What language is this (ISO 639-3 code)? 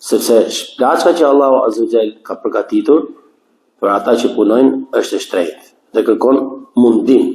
sqi